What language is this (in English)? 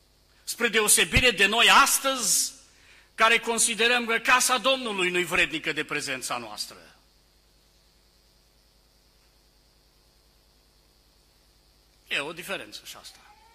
Romanian